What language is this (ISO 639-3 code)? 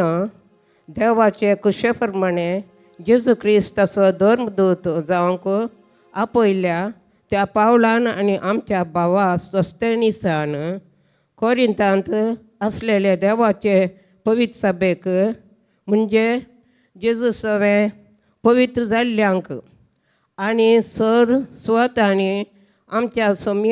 kok